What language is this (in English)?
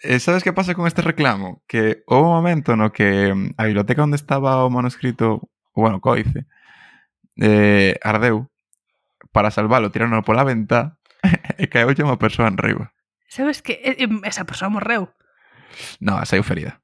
Galician